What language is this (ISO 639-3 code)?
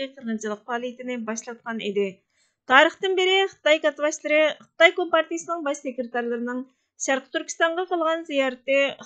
uig